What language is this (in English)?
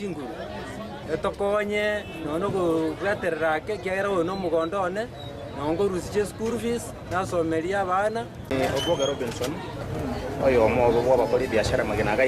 Gusii